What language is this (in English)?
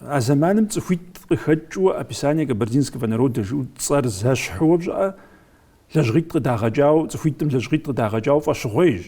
Kabardian